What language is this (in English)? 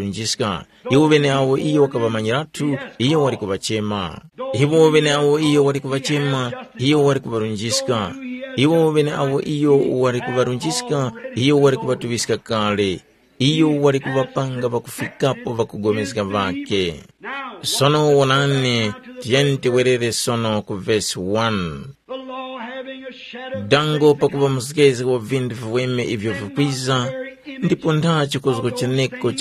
Tumbuka